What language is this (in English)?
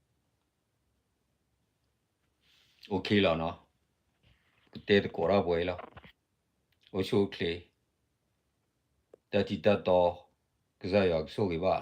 S'gaw Karen